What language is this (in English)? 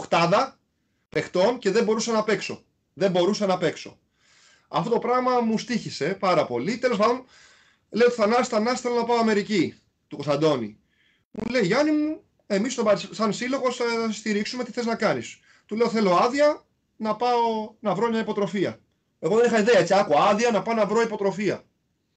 Greek